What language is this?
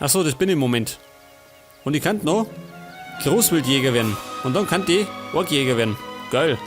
Bavarian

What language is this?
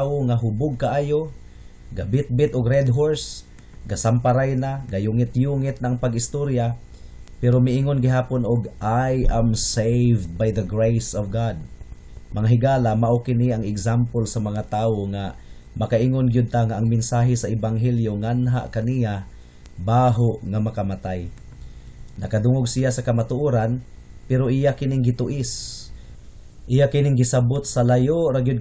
Cebuano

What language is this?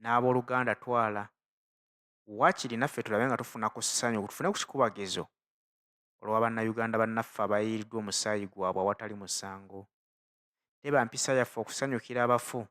Ganda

